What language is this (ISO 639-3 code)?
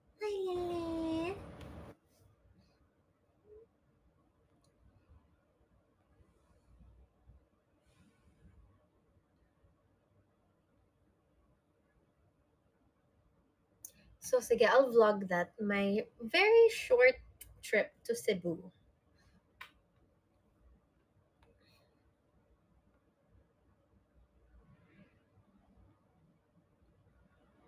fil